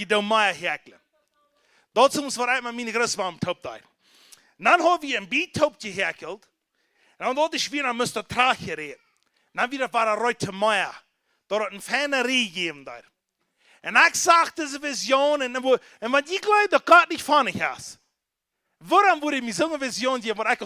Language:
Plautdietsch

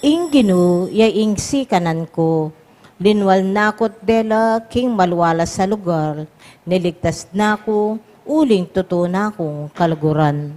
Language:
Pampanga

